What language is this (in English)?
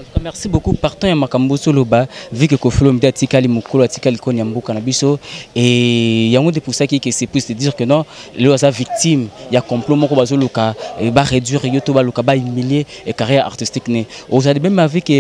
Lingala